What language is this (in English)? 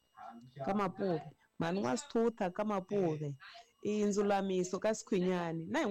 Tsonga